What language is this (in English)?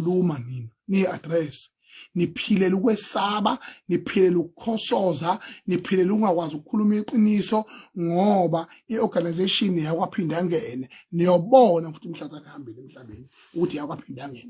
Zulu